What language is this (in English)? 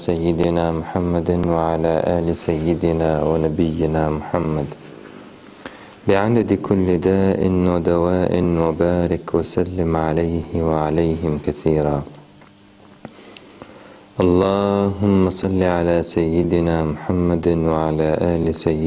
Turkish